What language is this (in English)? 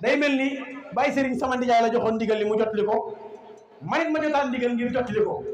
Wolof